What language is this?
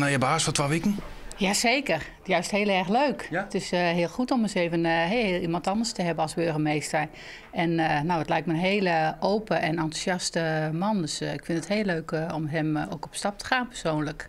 Western Frisian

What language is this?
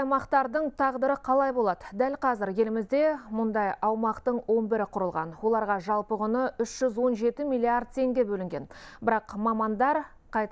Kazakh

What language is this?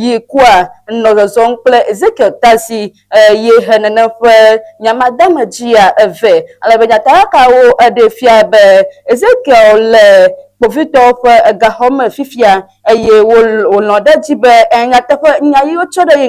Ewe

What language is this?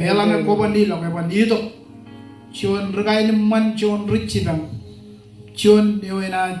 Marshallese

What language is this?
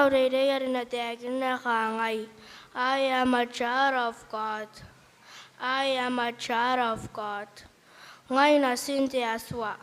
Gilbertese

